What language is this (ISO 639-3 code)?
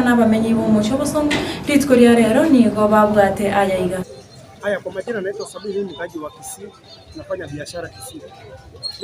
guz